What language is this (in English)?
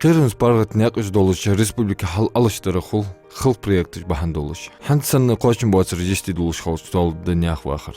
Ingush